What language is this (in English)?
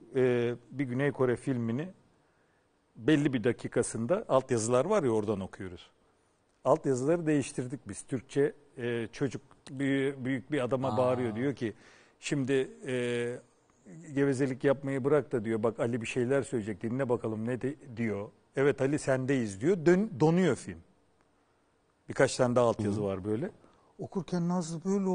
Turkish